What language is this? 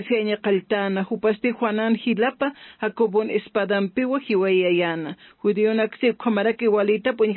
Aymara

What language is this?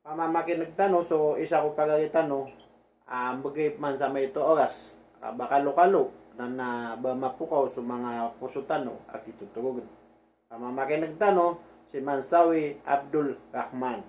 Maranao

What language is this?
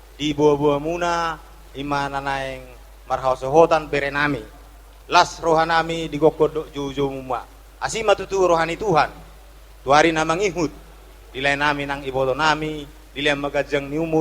Batak Toba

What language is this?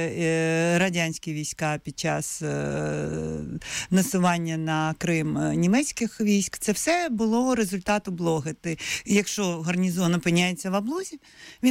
Ukrainian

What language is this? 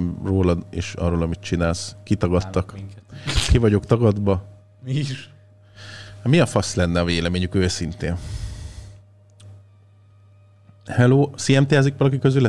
Hungarian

